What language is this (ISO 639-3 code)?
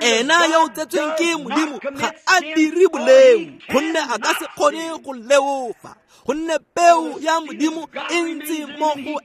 tsn